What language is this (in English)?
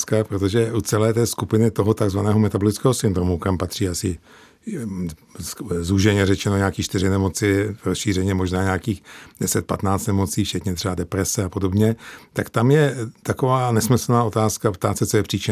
Czech